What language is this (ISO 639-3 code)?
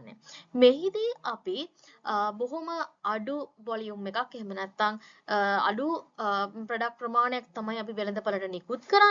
sin